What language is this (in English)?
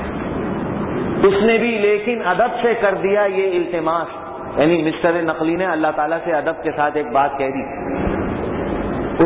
Urdu